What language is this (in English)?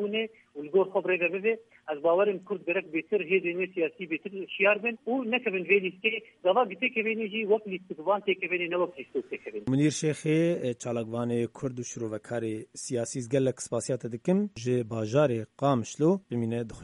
Kurdish